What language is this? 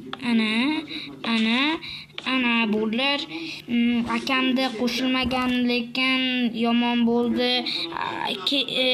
Uzbek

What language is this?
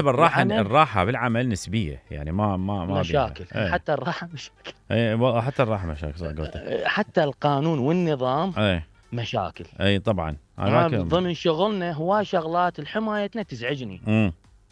Mesopotamian Arabic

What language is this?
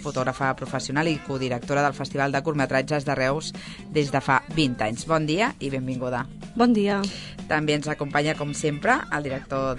Catalan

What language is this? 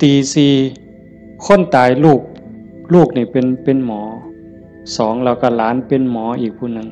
Northeastern Thai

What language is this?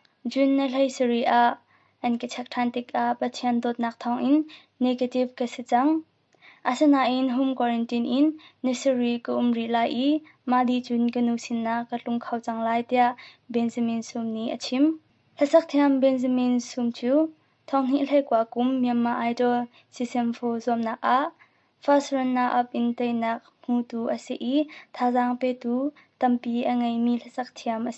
Hakha Chin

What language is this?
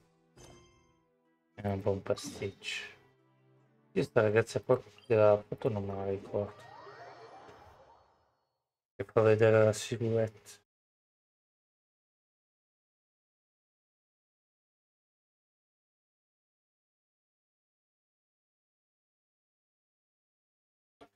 Italian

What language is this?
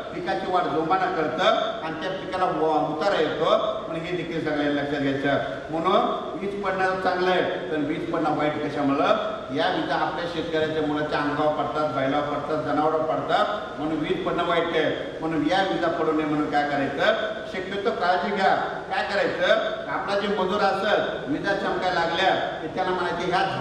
Marathi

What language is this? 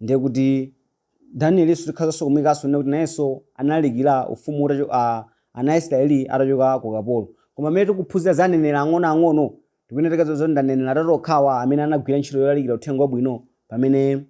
Nyanja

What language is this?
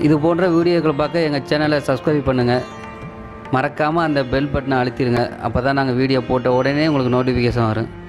Tamil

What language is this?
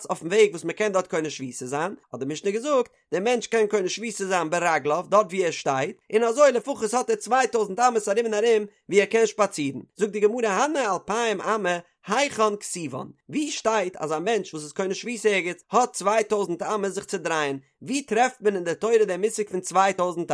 Yiddish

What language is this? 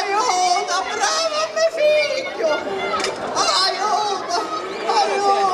Sicilian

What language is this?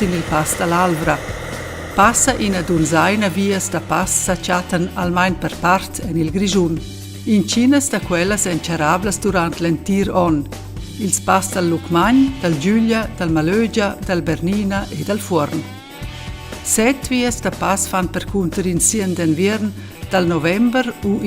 Romansh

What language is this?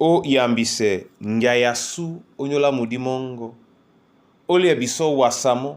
Duala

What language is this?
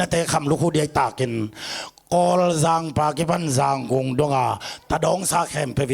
Tedim Chin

